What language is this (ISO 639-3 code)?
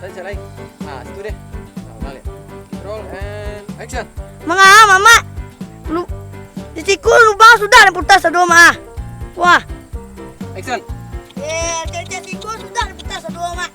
min